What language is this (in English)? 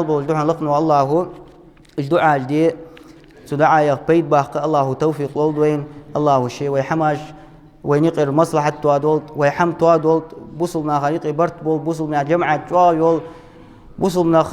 Ingush